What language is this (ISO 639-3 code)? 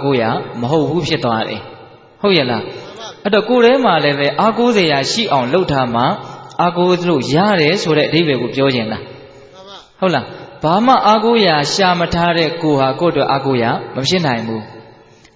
mya